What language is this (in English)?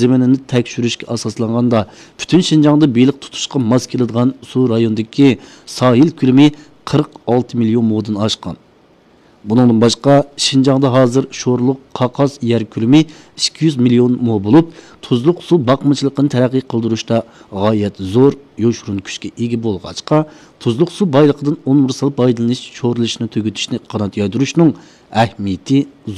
Uyghur